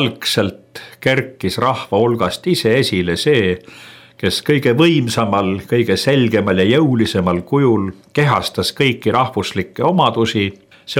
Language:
Estonian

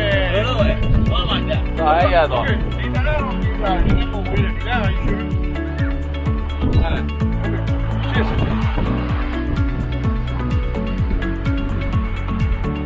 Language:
Burmese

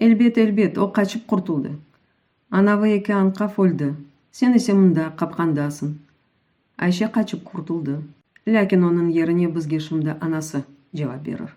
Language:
Crimean Tatar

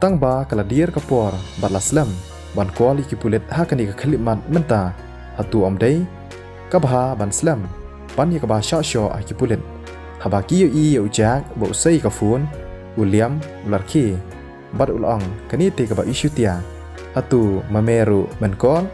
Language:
Khasi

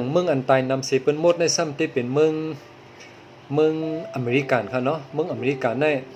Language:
Shan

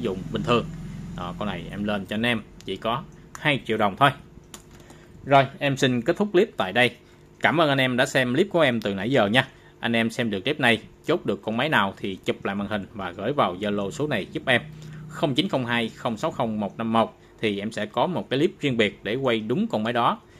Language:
Vietnamese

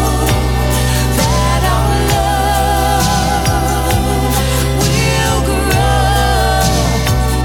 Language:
English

